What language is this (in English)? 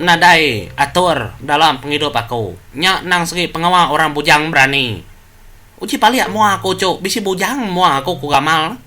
Iban